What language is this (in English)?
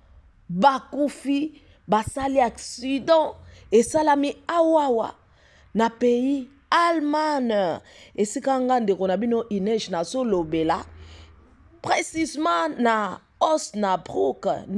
Lingala